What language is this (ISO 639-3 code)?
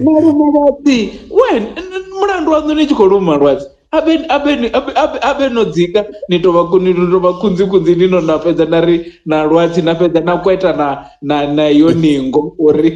ven